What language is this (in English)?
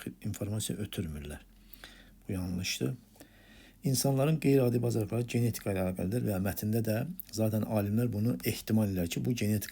Azerbaijani